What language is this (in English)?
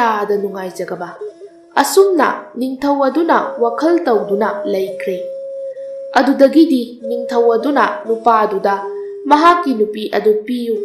Manipuri